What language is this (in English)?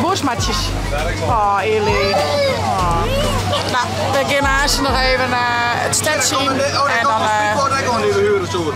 Western Frisian